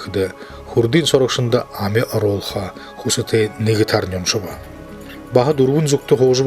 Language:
Buriat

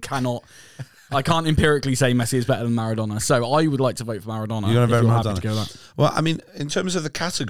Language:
English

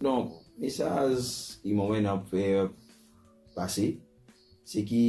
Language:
Morisyen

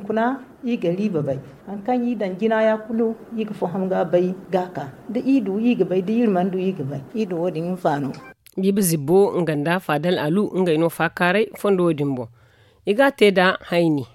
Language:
Zarma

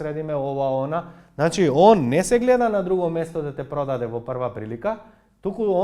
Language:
Macedonian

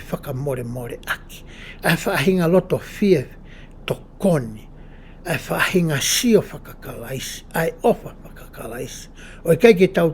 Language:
Tongan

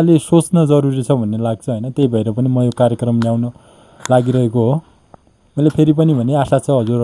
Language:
Nepali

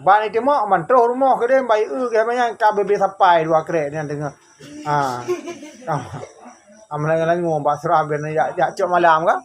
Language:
Achinese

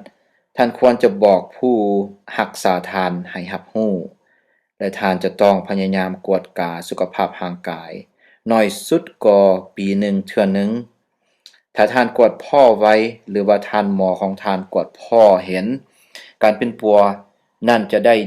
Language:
Lao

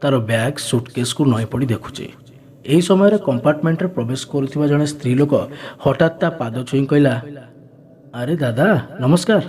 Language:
Odia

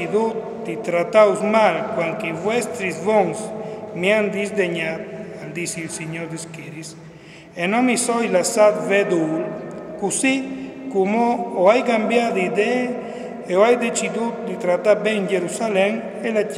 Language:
Friulian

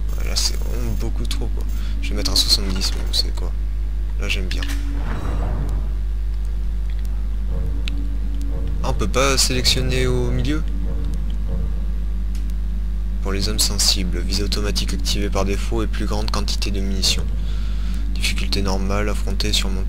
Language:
French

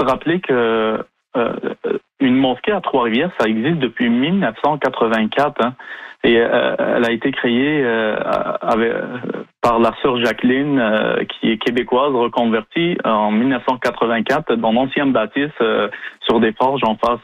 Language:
French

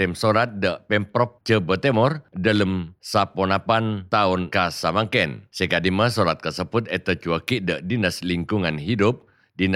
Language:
Madurese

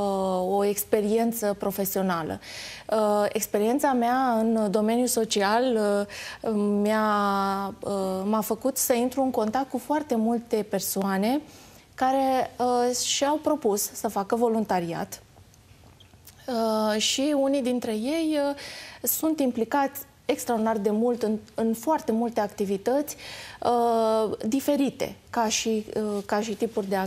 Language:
Romanian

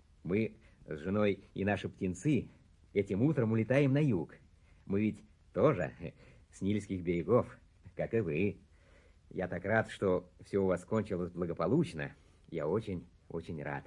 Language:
Russian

